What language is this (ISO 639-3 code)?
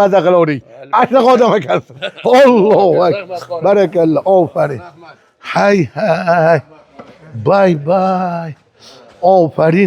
uzb